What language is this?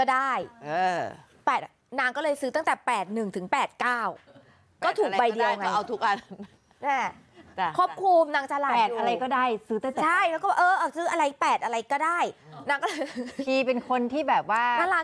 Thai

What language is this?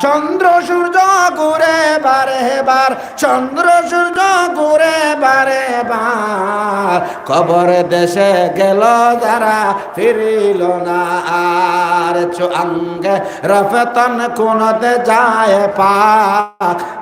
Sylheti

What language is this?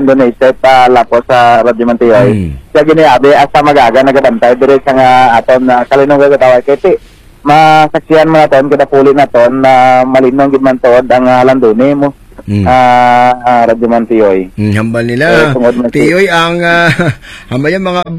Hiligaynon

